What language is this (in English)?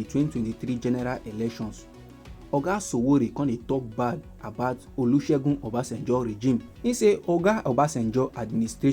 Nigerian Pidgin